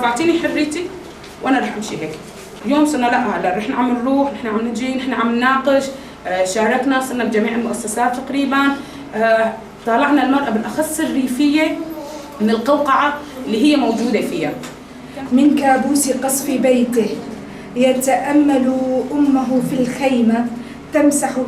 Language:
North Levantine Arabic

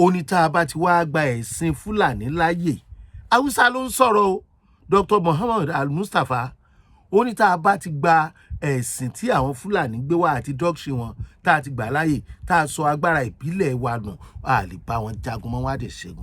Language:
Yoruba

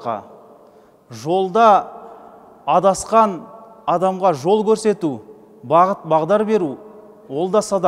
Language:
Kazakh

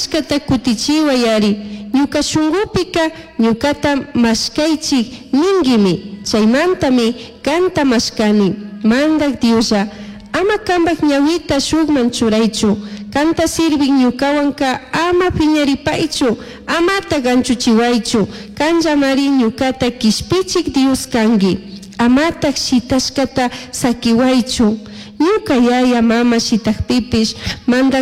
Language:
Chimborazo Highland Quichua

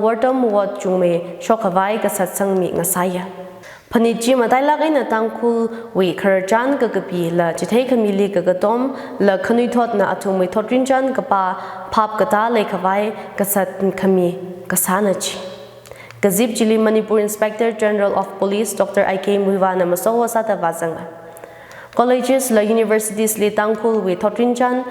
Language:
Tangkhul Naga (India)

